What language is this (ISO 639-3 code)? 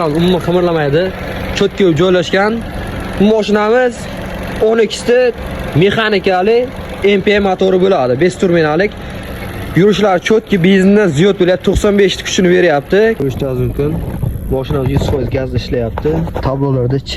uzb